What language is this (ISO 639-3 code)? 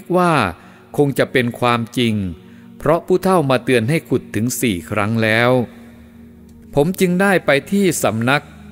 tha